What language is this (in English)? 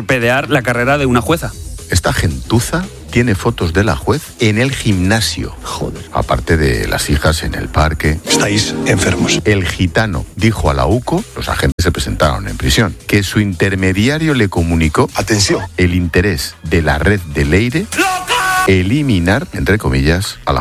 Spanish